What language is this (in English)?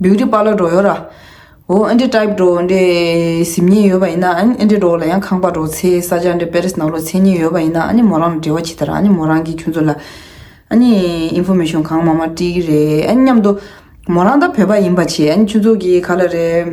Tibetan